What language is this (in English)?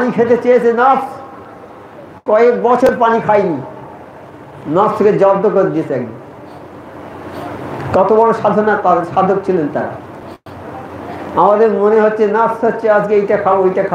Bangla